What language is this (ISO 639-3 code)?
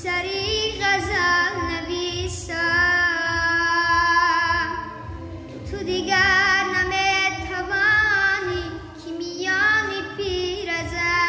tgk